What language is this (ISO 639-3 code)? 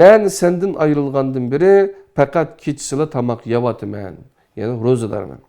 uig